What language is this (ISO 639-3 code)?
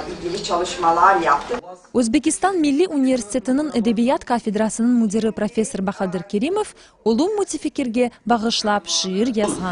crh